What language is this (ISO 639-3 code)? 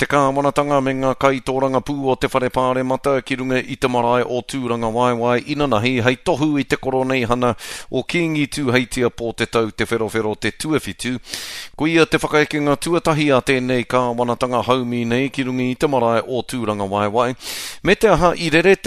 mri